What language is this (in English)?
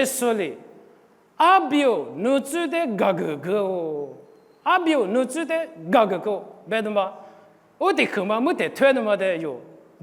Lisu